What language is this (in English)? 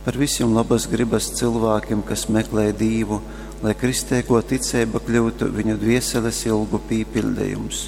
Latgalian